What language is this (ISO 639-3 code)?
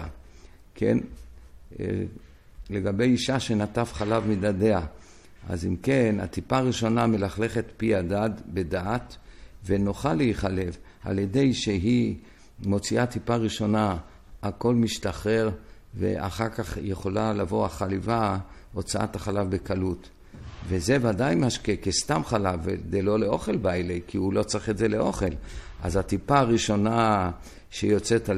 heb